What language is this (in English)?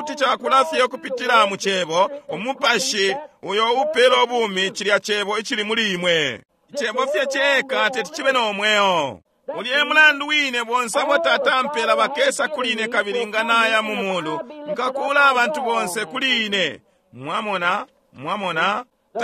Bemba